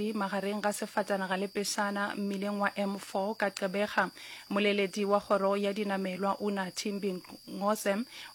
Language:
Northern Sotho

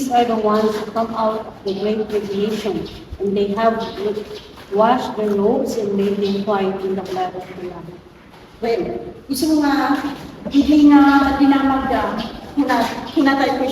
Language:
Iloko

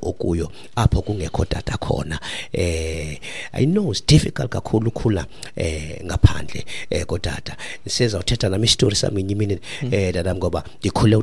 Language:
Xhosa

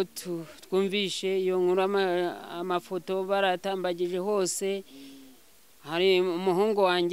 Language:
Kinyarwanda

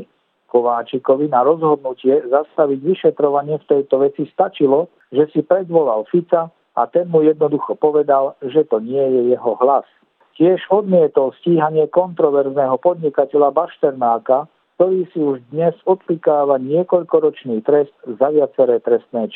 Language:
Slovak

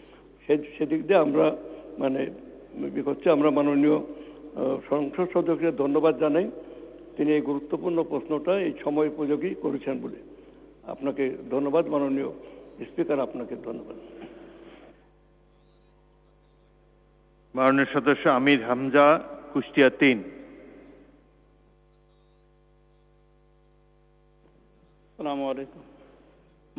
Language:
Bangla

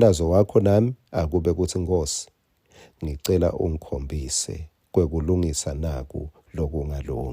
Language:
Swati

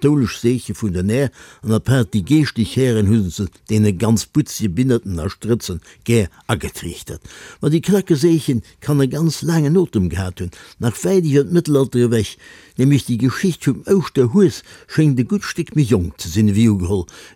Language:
Luxembourgish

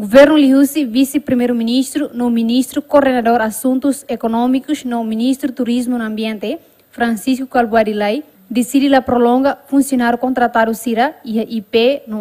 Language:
Tetum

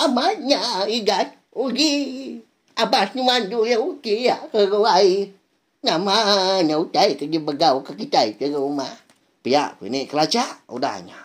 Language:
Iban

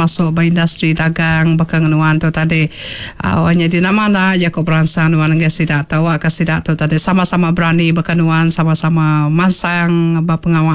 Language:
Iban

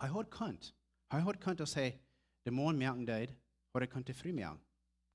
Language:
Plautdietsch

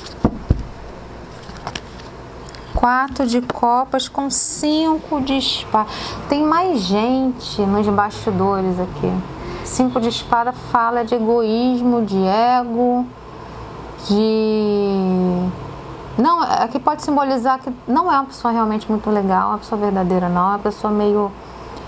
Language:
Portuguese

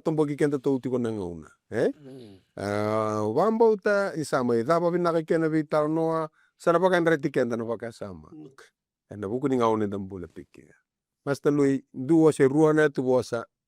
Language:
Fijian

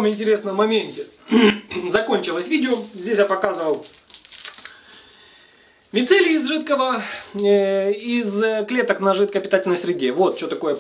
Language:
Russian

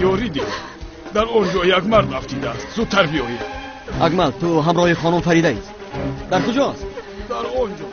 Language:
Tajik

